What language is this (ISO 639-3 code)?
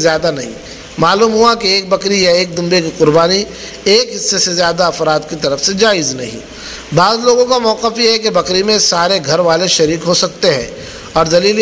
urd